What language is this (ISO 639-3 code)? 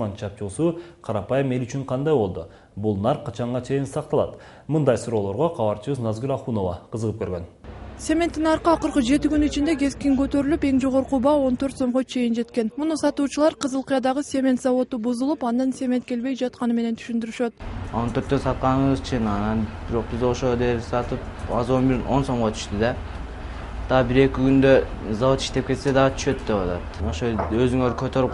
kir